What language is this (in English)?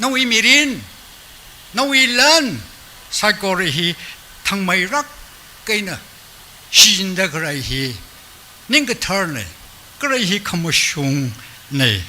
Tangkhul Naga (India)